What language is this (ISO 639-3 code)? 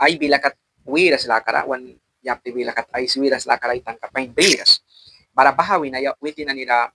miq